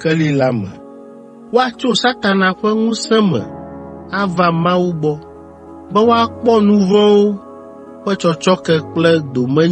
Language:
Ewe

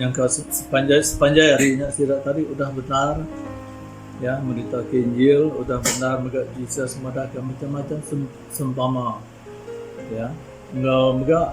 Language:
Iban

